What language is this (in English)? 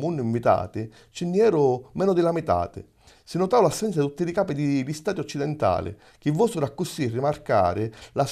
Sicilian